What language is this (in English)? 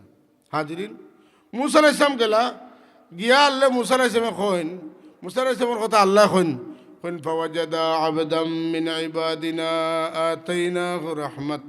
Sylheti